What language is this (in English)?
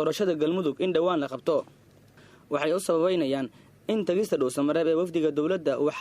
Somali